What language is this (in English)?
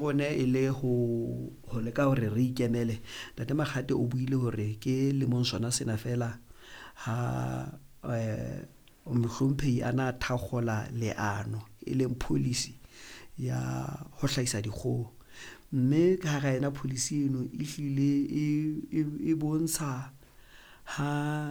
Southern Sotho